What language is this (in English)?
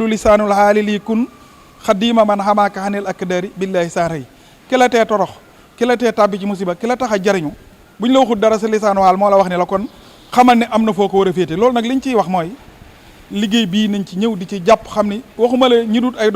Wolof